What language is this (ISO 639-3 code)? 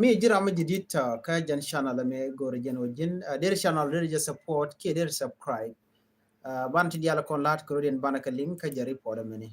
nus